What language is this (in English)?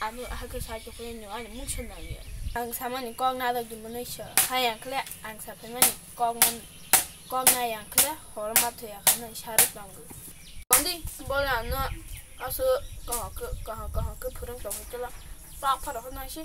Kok Borok